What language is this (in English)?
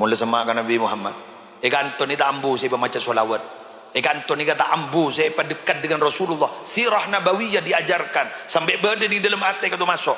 Madurese